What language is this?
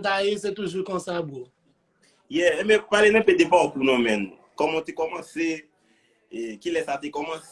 Haitian Creole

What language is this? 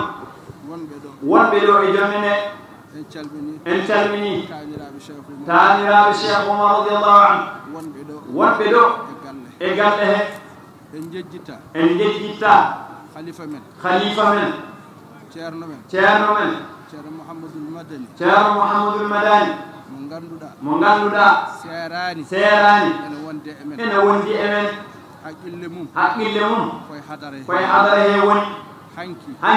Fula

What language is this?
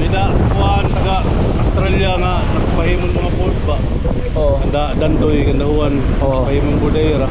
Waray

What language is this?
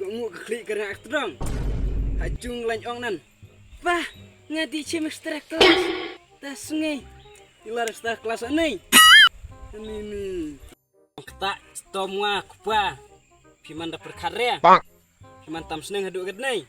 Khasi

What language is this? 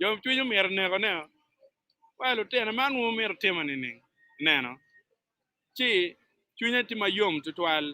Acoli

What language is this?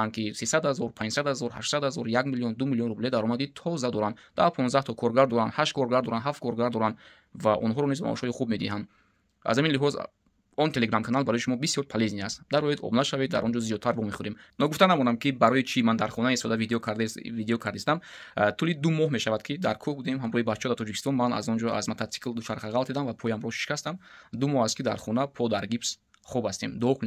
Tajik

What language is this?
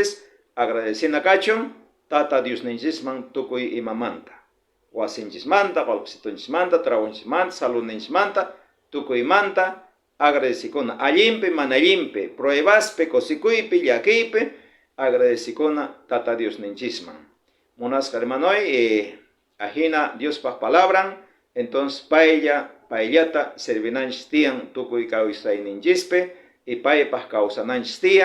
South Bolivian Quechua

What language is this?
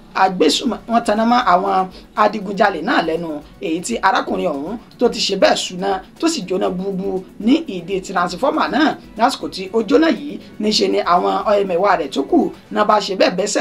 Yoruba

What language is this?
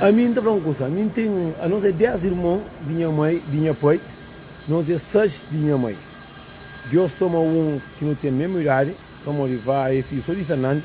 Kabuverdianu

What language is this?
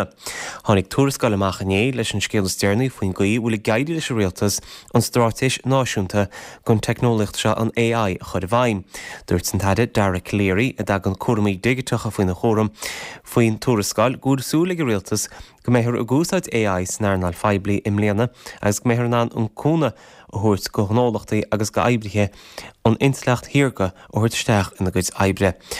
Irish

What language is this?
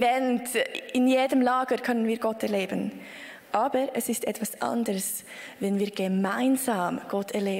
Swiss German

